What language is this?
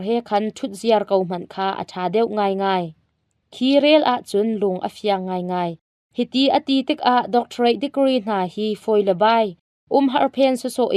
Hakha Chin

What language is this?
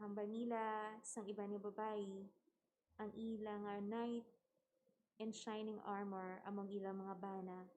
Hiligaynon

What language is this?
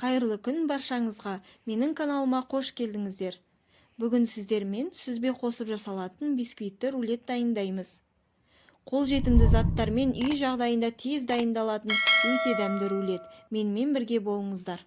Kazakh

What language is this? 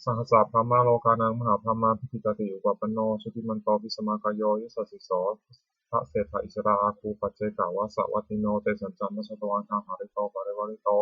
Pali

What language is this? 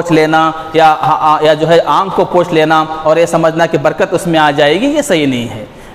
Urdu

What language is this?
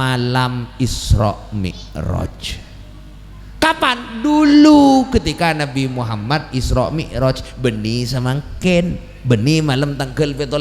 Madurese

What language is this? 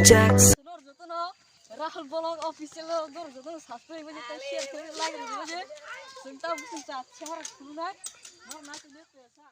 Kok Borok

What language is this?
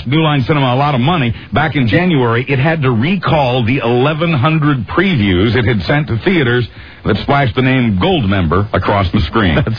English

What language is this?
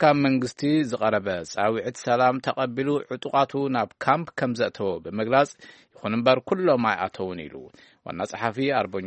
Tigrinya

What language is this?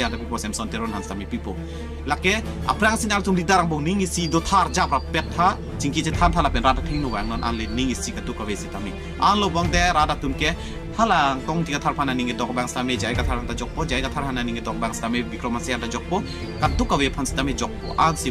Karbi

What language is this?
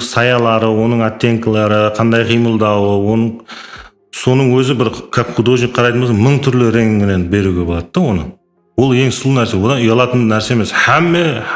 Kara-Kalpak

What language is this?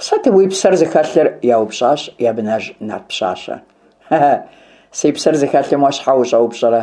Kabardian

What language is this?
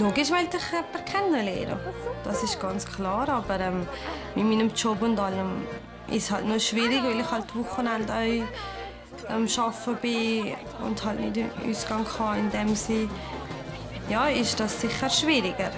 Swiss German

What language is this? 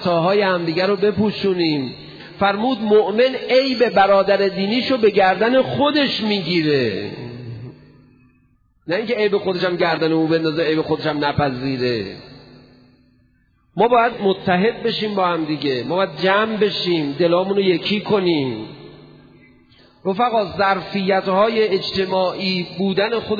Persian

